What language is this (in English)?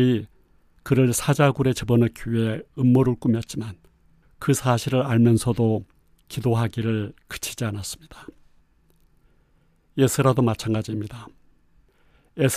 Korean